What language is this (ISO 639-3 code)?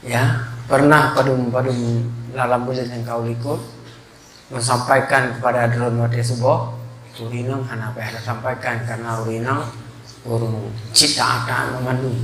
ace